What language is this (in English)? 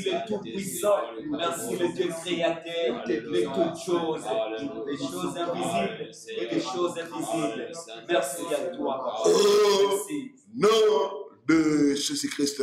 French